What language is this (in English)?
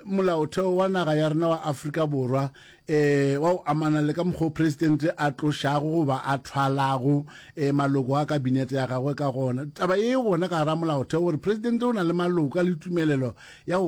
Northern Sotho